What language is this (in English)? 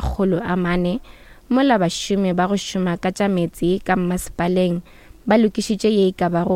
Northern Sotho